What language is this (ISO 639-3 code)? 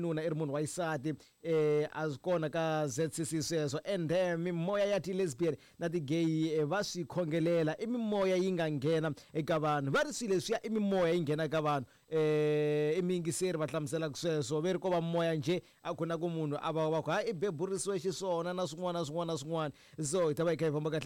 tso